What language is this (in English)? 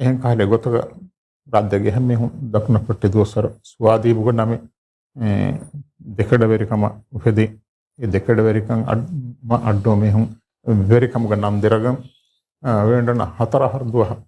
Divehi